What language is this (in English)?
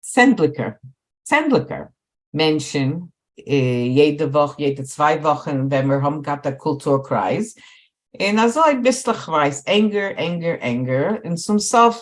Yiddish